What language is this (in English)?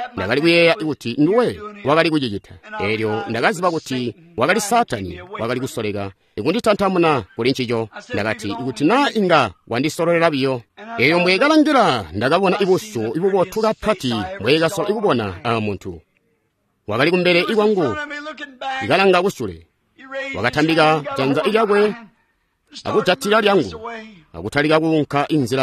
Tonga (Zambia)